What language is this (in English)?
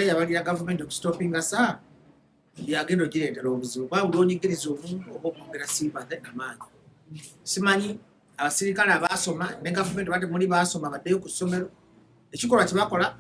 Ganda